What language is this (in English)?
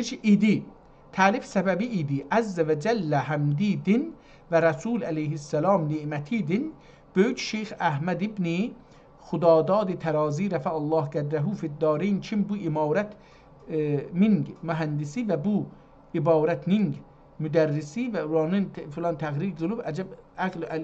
South Azerbaijani